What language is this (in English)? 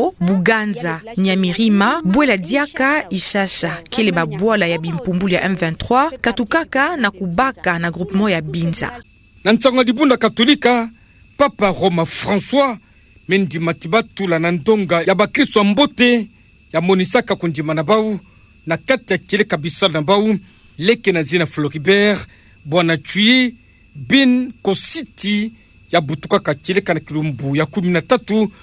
Kituba (Democratic Republic of Congo)